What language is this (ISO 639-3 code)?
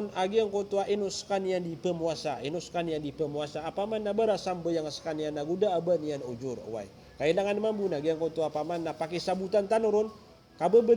mrw